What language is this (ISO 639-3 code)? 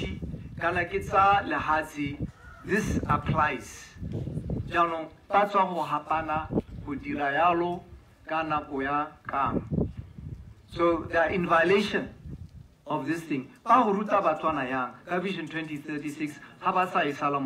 tsn